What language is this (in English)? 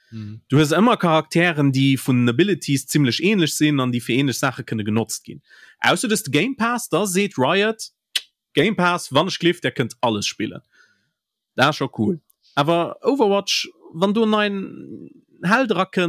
Luxembourgish